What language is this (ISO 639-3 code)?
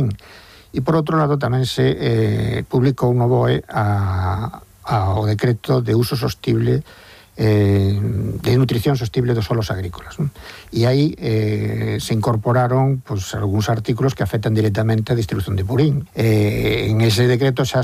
glg